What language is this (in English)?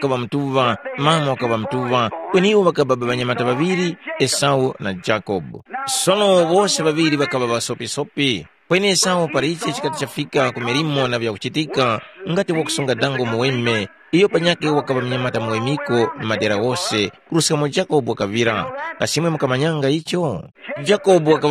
Tumbuka